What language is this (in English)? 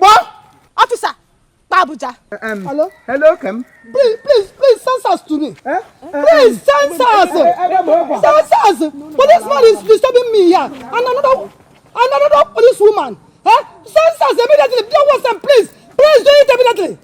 Igbo